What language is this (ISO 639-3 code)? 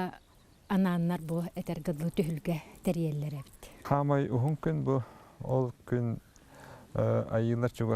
sah